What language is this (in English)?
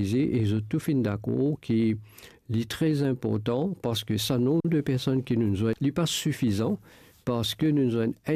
Morisyen